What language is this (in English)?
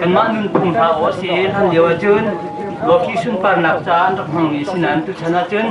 Hakha Chin